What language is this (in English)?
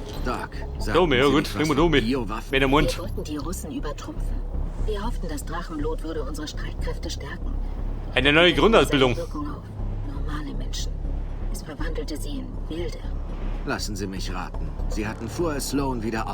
Bavarian